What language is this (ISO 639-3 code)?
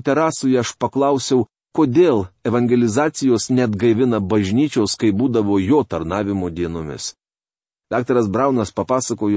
lit